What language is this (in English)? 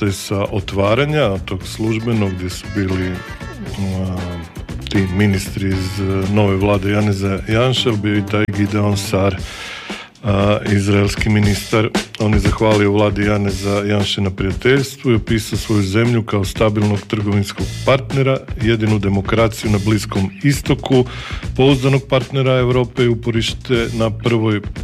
Croatian